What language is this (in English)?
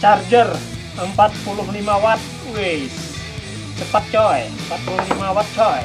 Banjar